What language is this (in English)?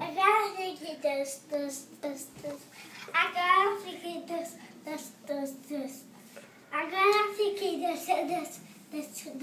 Breton